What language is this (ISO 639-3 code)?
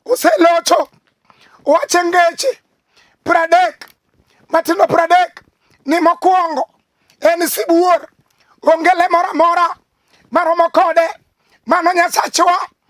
luo